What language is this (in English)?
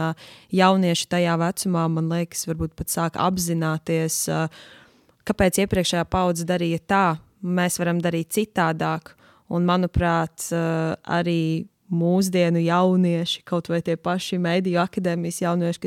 Latvian